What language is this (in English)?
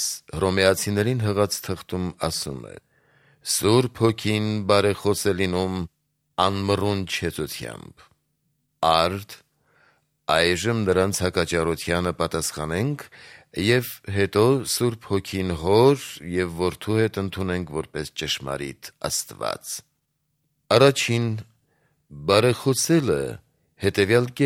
Armenian